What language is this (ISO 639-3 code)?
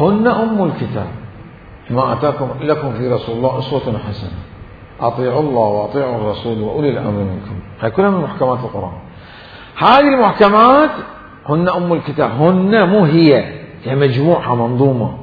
acm